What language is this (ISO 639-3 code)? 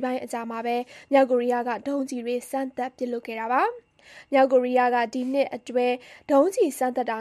mya